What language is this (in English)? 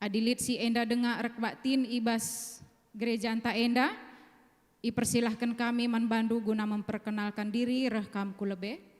Batak Karo